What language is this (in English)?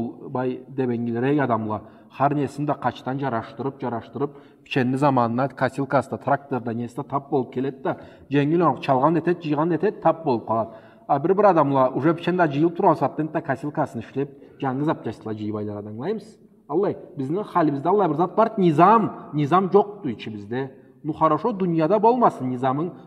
Karachay-Balkar